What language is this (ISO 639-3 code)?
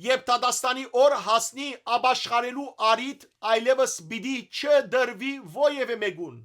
hyw